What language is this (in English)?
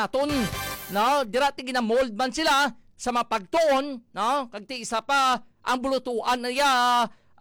Hiligaynon